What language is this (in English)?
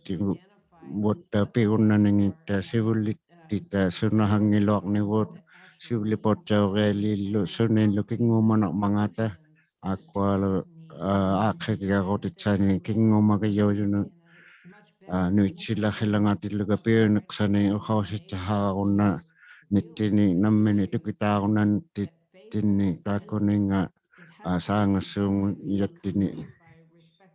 Inuktitut